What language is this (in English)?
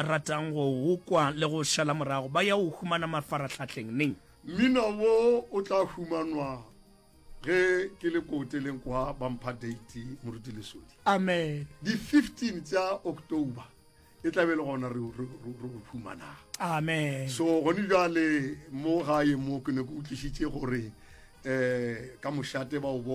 Northern Sotho